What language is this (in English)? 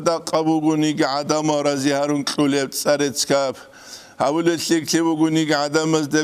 Avaric